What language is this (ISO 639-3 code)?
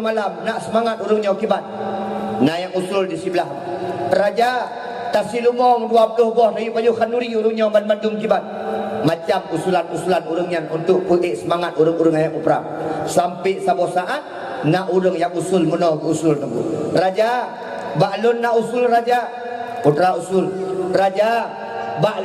ace